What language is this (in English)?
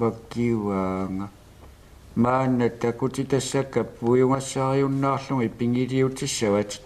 Kalaallisut